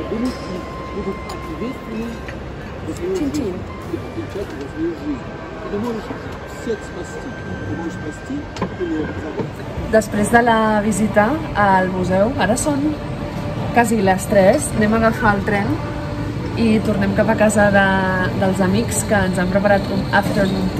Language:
Catalan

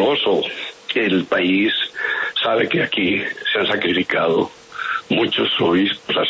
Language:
Spanish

